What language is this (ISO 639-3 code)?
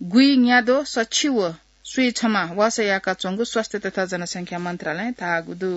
new